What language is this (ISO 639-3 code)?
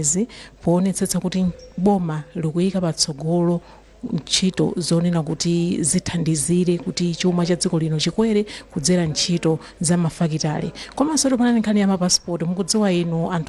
nya